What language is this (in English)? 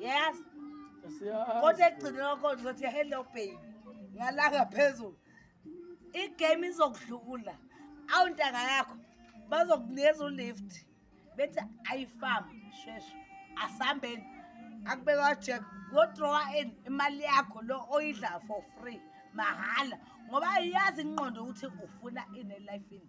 Zulu